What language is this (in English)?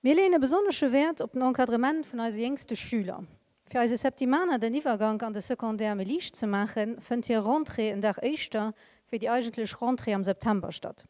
Luxembourgish